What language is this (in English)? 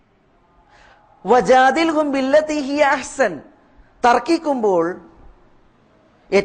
Malayalam